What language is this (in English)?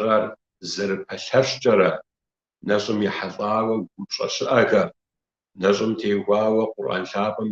Kabardian